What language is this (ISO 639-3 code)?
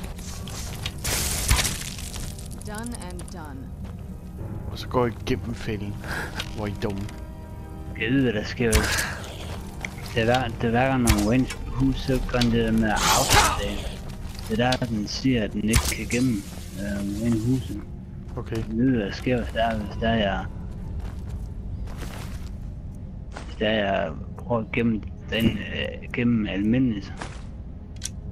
dan